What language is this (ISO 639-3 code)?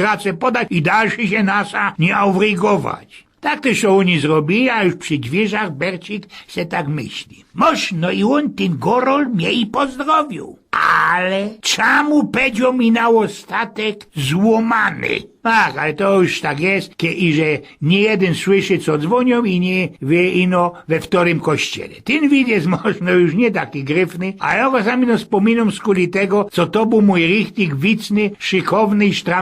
szl